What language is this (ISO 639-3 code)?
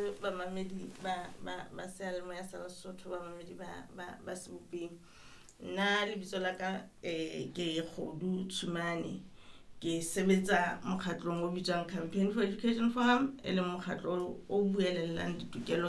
sot